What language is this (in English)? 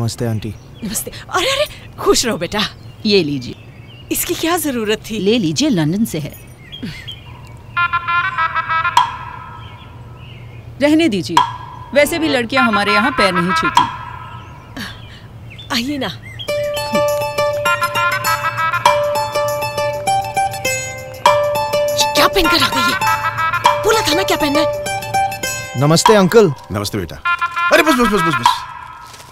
Hindi